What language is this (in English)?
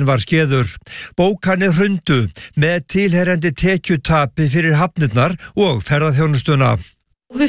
Icelandic